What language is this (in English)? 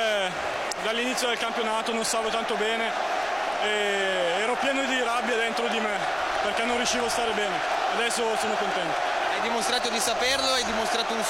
Italian